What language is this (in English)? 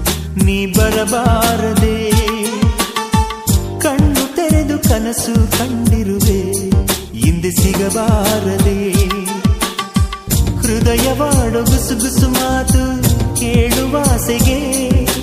Kannada